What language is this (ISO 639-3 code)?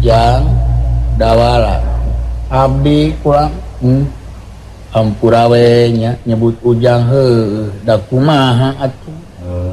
sun